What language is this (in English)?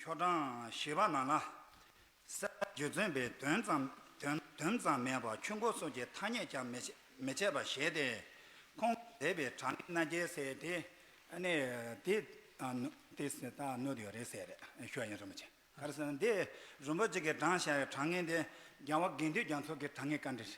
Tibetan